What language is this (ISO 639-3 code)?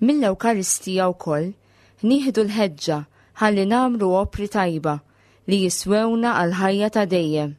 mlt